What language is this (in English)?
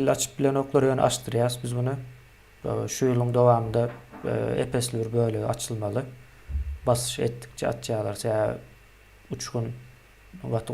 Turkmen